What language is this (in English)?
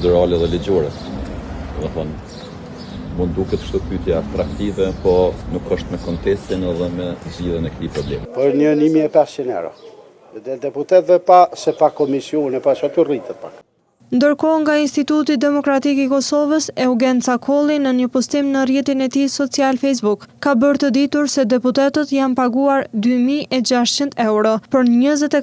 Albanian